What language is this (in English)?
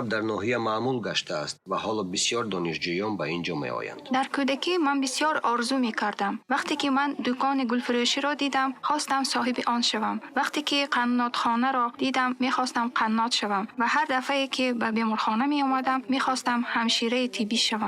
Tajik